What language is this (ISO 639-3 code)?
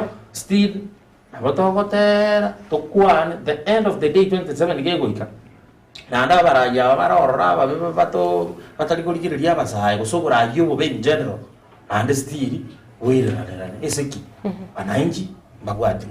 guz